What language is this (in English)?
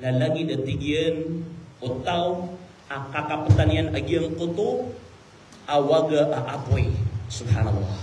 Maranao